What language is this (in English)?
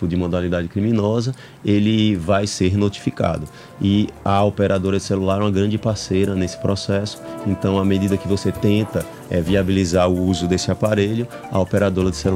Portuguese